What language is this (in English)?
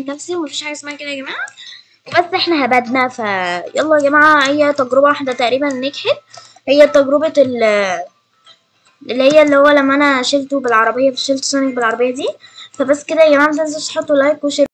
Egyptian Arabic